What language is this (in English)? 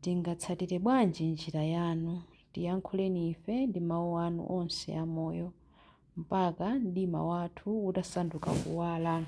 Nyanja